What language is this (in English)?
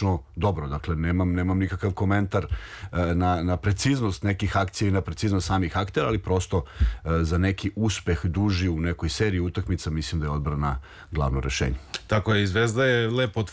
Serbian